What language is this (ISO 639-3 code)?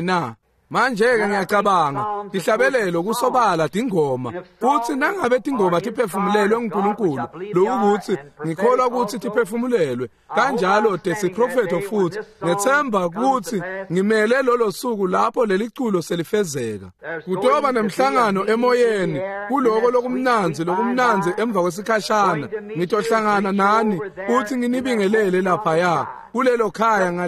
ssw